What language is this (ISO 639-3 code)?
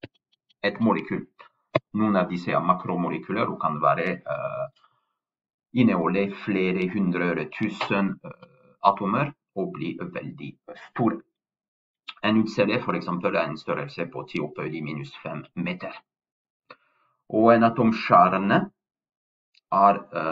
nor